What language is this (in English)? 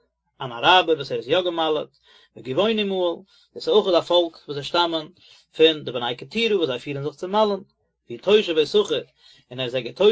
Yiddish